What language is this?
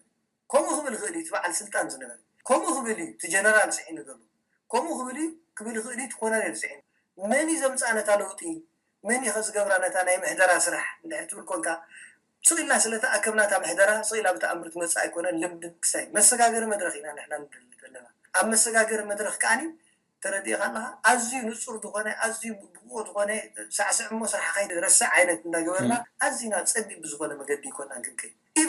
Tigrinya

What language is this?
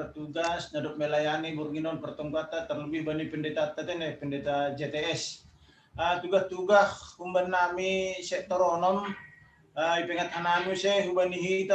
Batak Simalungun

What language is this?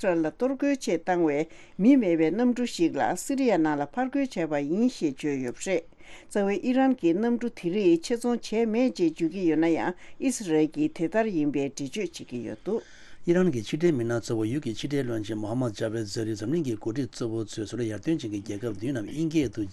Tibetan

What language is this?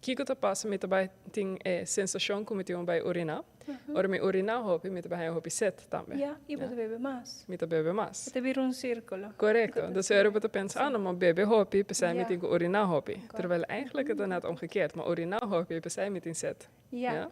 Papiamento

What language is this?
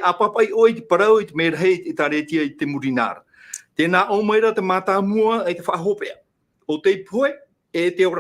Tahitian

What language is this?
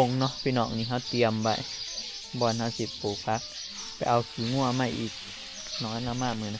Northeastern Thai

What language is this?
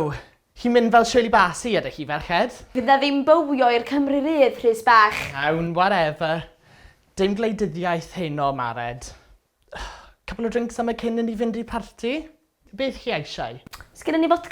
Welsh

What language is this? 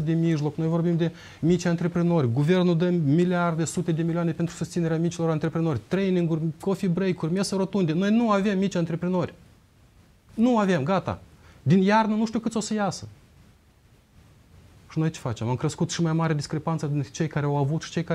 Romanian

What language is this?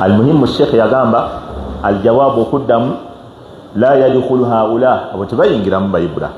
Ganda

